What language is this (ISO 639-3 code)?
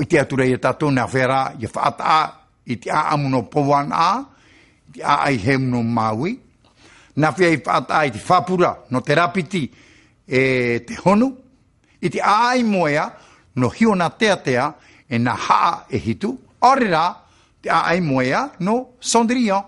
tah